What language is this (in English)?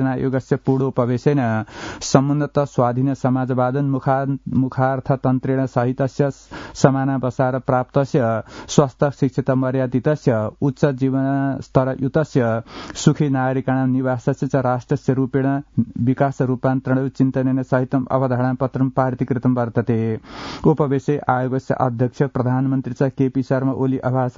Sanskrit